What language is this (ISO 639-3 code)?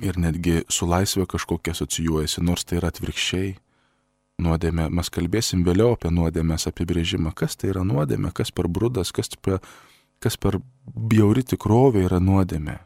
lit